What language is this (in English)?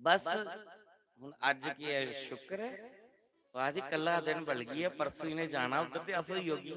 Dogri